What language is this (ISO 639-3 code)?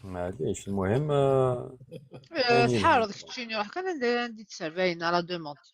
kab